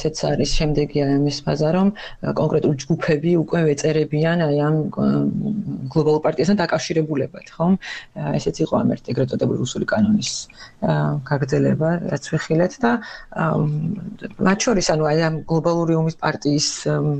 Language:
Georgian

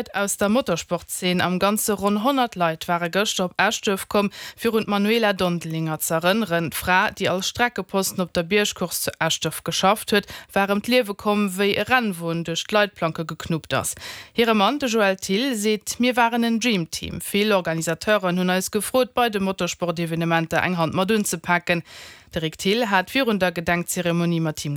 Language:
Luxembourgish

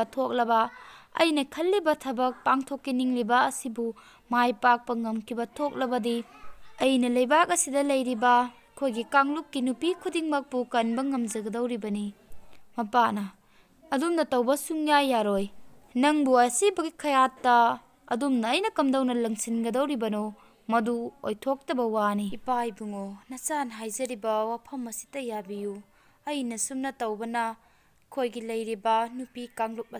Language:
Manipuri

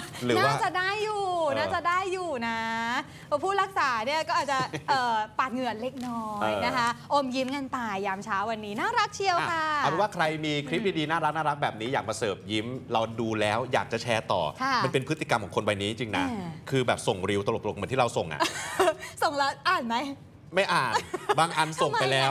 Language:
Thai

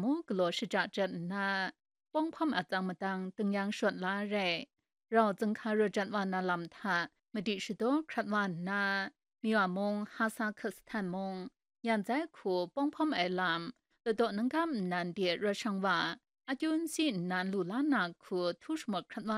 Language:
Kachin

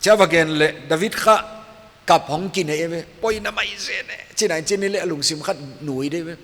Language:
Paite Chin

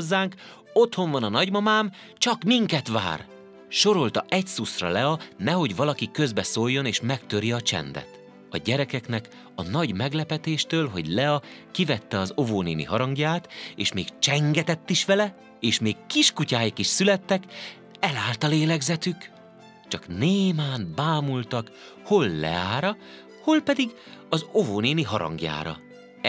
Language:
Hungarian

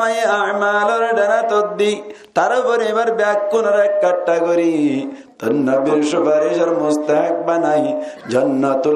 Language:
Rohingya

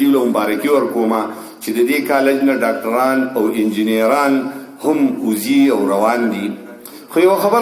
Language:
Pashto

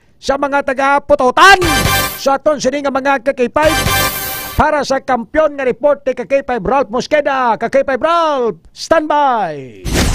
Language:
Hiligaynon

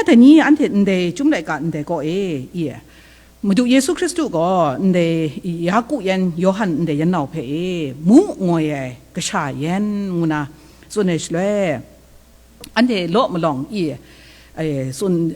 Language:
Kachin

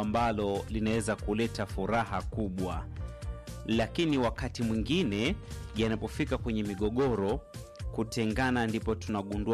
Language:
Swahili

